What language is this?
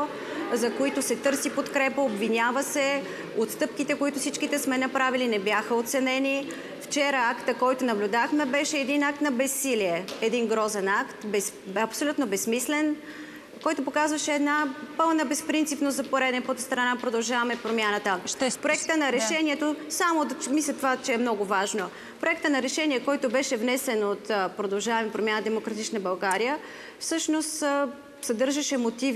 Bulgarian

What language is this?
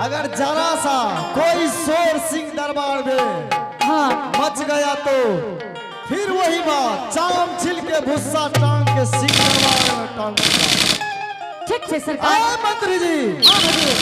Angika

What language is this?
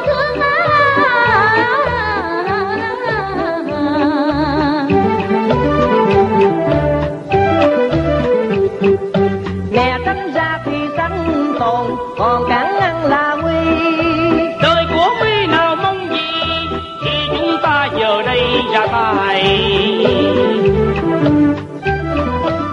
Vietnamese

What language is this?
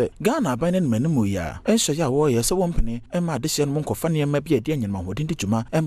Akan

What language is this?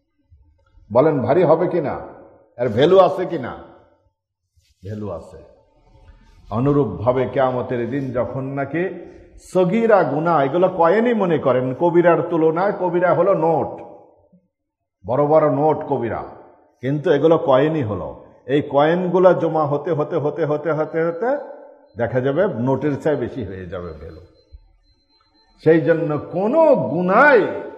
Bangla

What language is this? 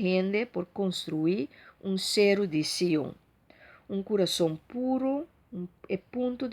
Papiamento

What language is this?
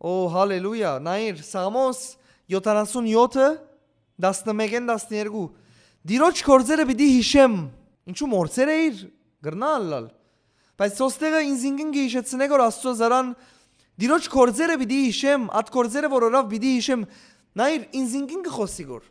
Western Armenian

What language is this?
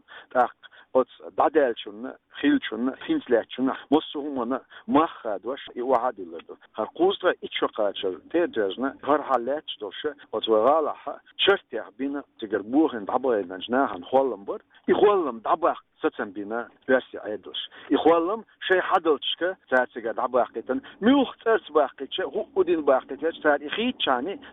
Chechen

